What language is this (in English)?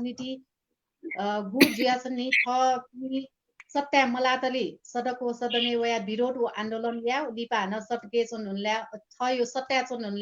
Newari